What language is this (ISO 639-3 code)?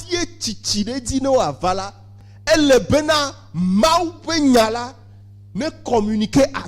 ewe